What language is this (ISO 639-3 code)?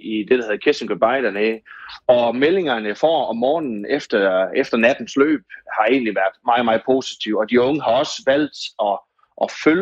dan